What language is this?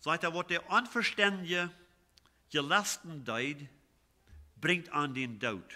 Plautdietsch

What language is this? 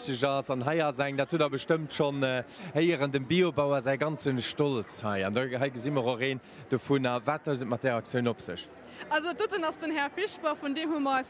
Luxembourgish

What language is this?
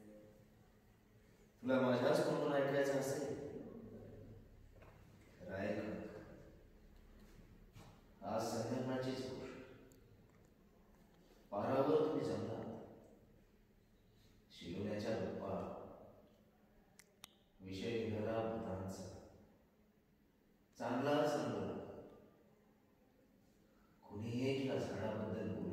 Marathi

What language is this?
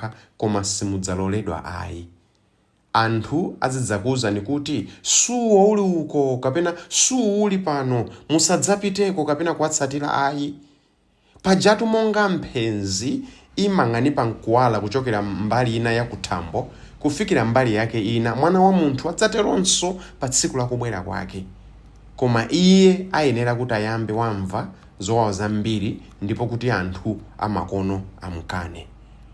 Nyanja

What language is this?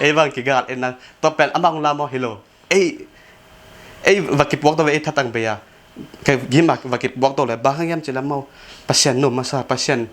Tedim Chin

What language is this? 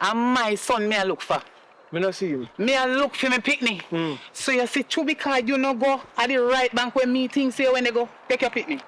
Jamaican Creole English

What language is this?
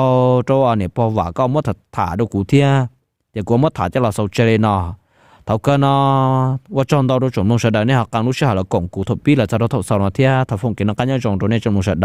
Hmong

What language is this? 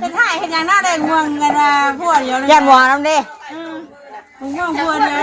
Northeastern Thai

